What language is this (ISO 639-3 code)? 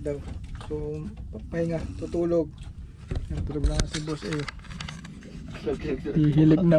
fil